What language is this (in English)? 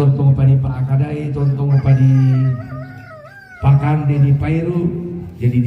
Toraja-Sa'dan